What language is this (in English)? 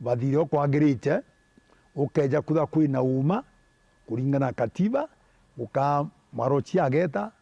Meru